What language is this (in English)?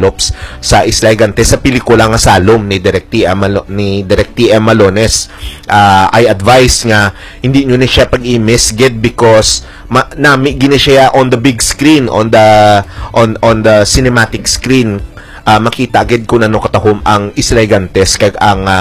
Hiligaynon